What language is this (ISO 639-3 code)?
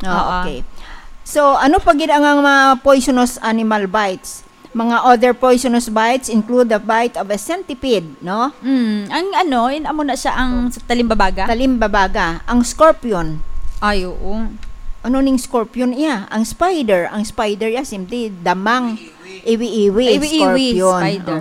hil